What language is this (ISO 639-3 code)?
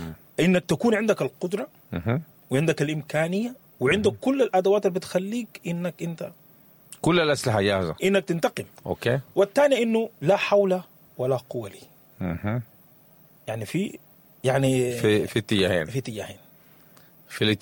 apd